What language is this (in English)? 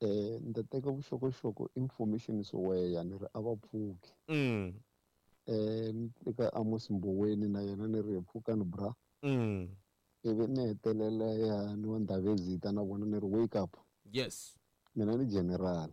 Tsonga